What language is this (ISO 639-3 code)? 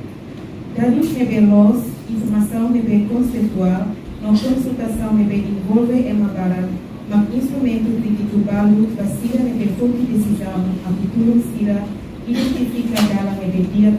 tet